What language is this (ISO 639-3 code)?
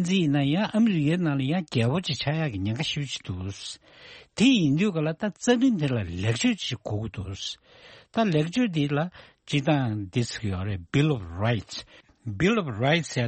bod